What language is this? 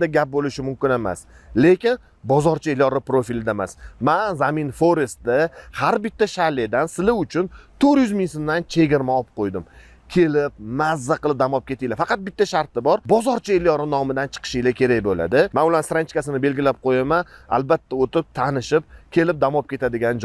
Uzbek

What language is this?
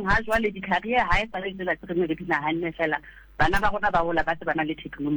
Southern Sotho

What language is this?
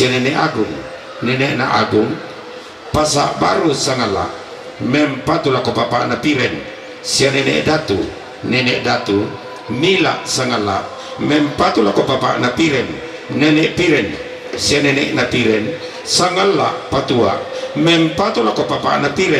Toraja-Sa'dan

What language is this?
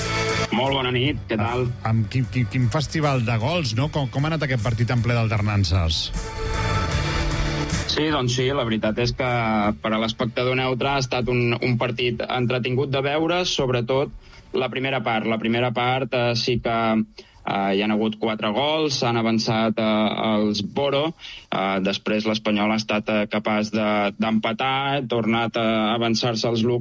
Catalan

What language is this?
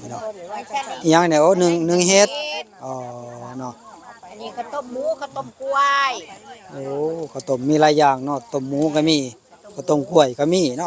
Northeastern Thai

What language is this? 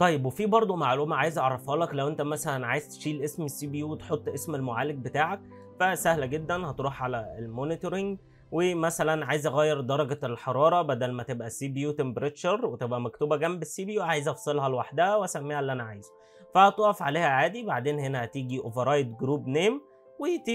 Egyptian Arabic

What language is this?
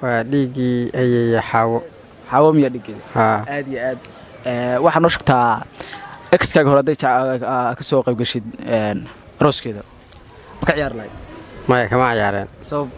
Somali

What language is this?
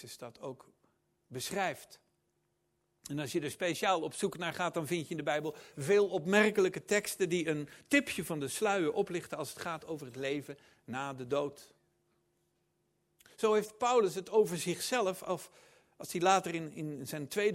Dutch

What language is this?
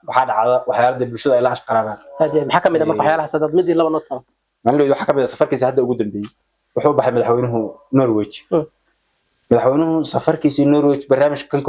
Somali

